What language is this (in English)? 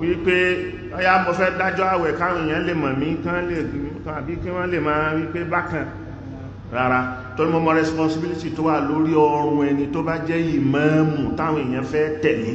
Yoruba